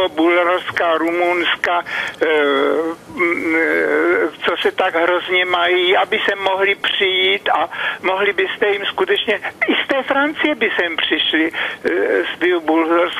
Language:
Czech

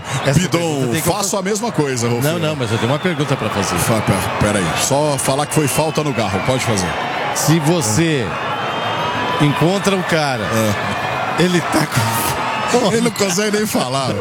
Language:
Portuguese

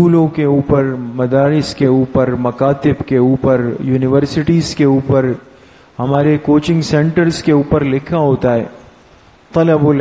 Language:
Urdu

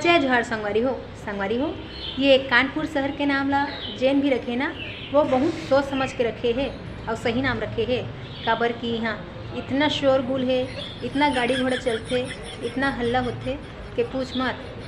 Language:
Chhattisgarhi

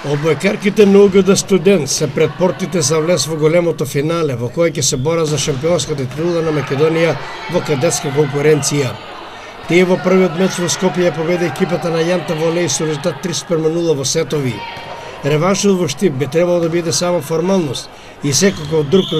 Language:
Macedonian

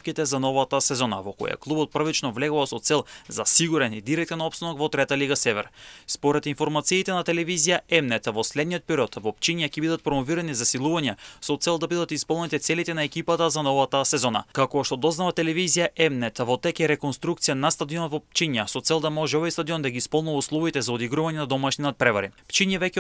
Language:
Macedonian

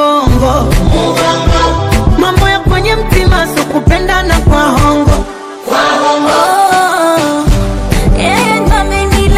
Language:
Swahili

